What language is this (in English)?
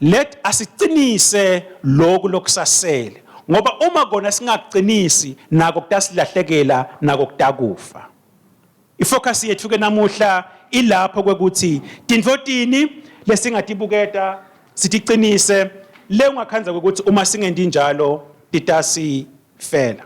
Swati